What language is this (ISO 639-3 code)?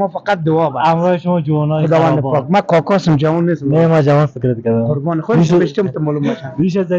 fas